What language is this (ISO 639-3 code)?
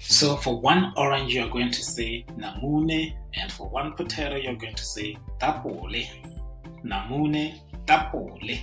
tsn